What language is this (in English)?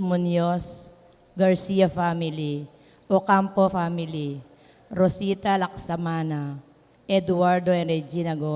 Pampanga